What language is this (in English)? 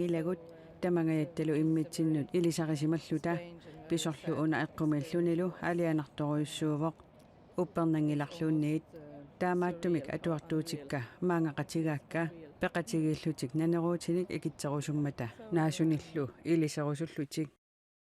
Kalaallisut